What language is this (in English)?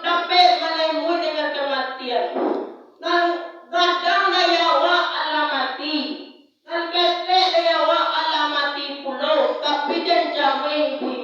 Minangkabau